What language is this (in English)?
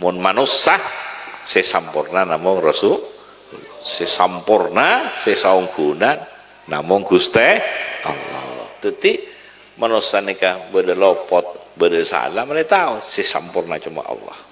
Madurese